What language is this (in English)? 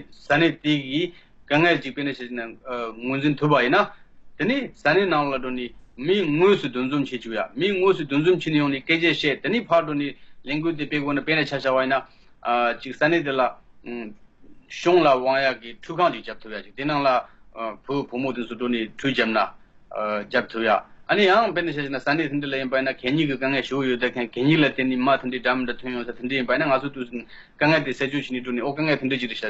Tibetan